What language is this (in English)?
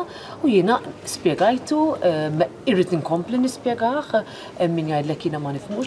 Maltese